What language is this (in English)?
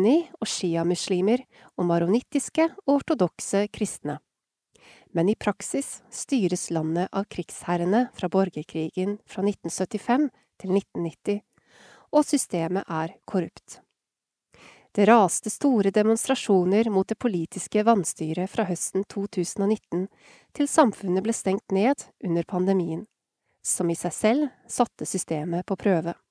Norwegian